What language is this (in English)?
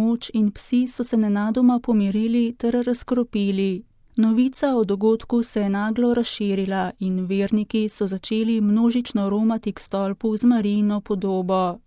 Slovenian